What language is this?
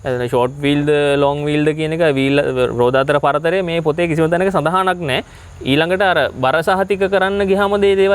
Sinhala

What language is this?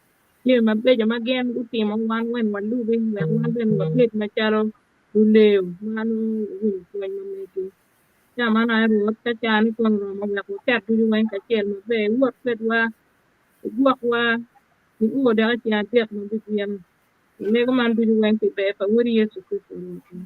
Acoli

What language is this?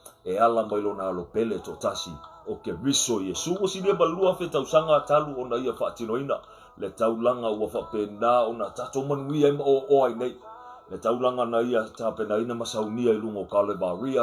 Samoan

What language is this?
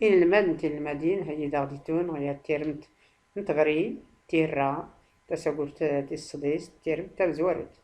Tachelhit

